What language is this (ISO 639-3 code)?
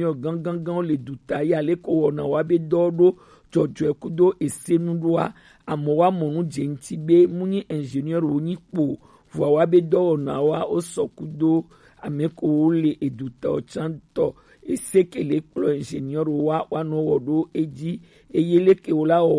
gej